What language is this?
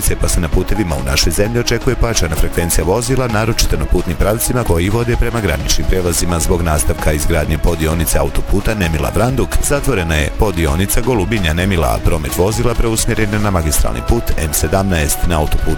Bosnian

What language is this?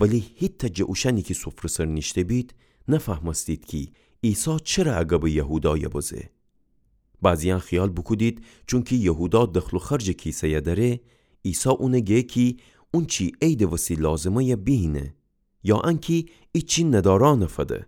Gilaki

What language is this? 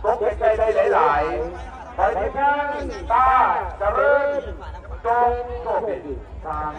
Lao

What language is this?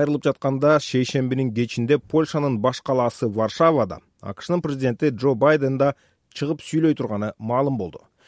Kyrgyz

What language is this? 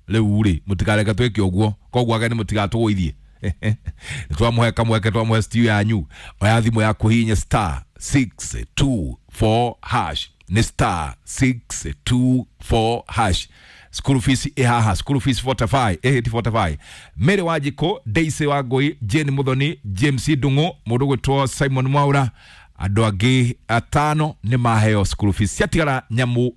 Kikuyu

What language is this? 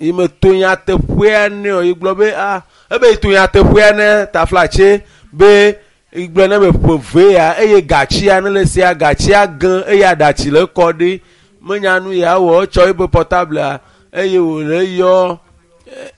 Ewe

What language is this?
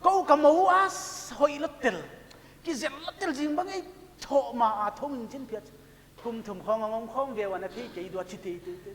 Paite Chin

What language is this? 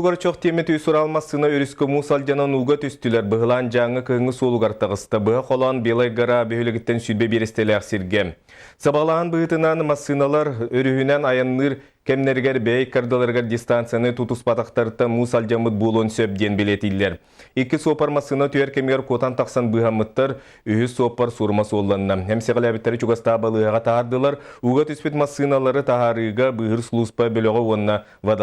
Yakut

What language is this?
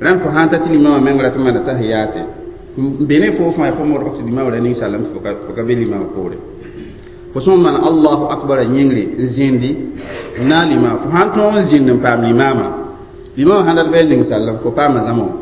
Mossi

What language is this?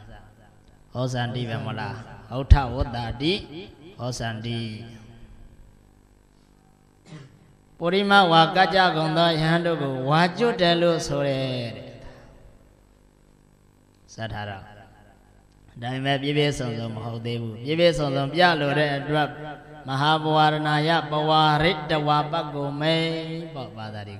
Burmese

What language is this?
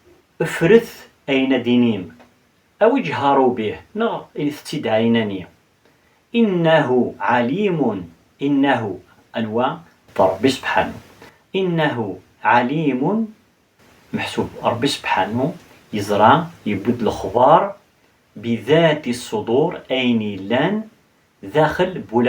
Kabyle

